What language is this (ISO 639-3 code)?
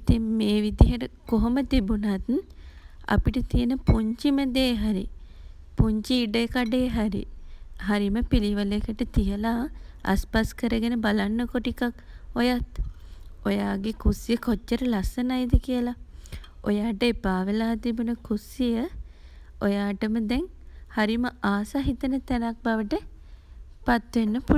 sin